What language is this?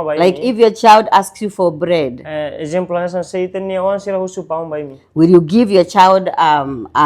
Tetum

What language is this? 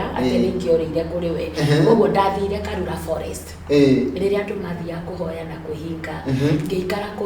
Kikuyu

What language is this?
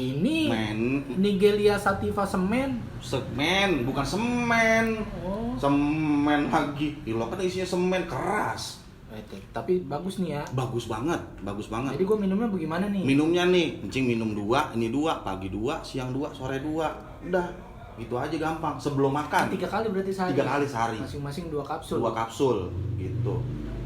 Betawi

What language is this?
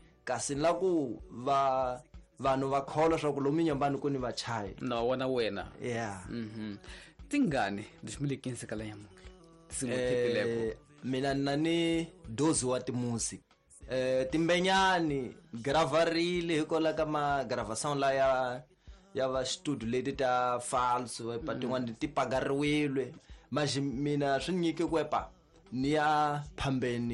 Tsonga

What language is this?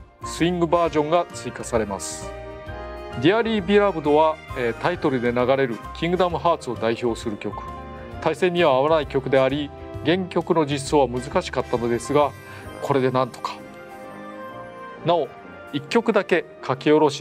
Japanese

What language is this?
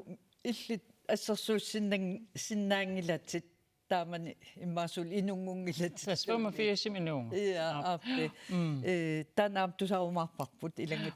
Kalaallisut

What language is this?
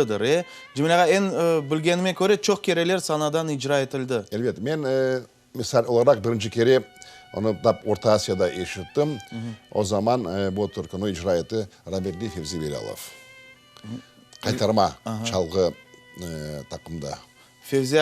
Crimean Tatar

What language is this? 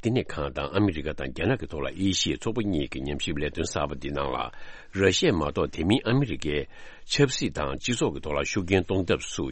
Tibetan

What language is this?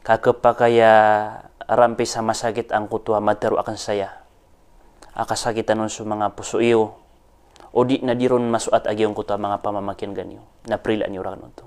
Maranao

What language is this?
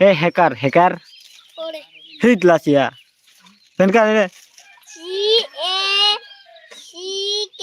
Kok Borok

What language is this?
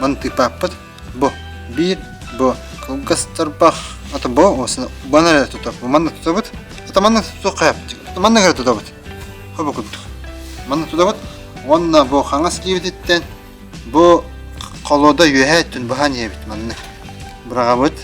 Yakut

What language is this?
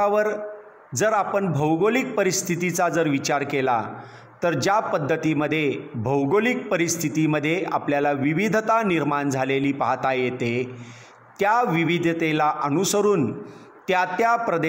Marathi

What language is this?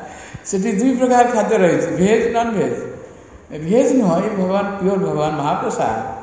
Odia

